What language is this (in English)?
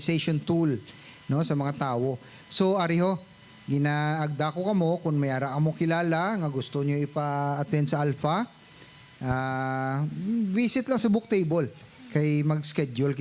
Hiligaynon